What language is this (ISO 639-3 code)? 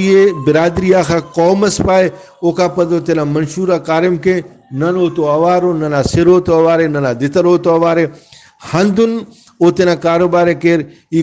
brh